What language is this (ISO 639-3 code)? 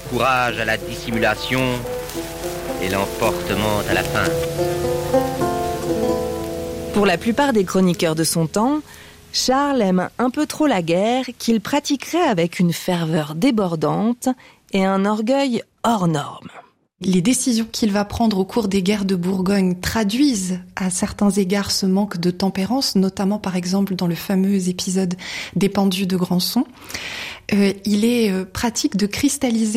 fra